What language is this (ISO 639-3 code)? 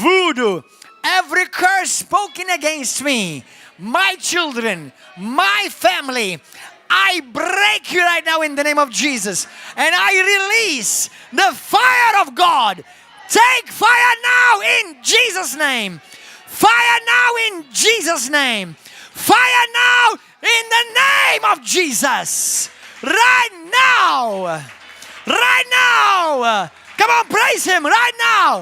eng